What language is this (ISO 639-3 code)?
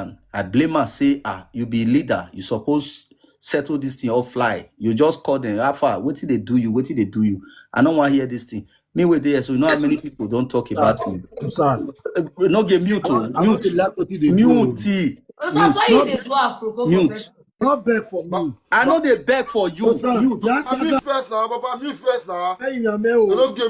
pcm